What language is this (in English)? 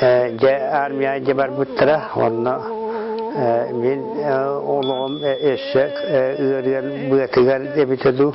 Yakut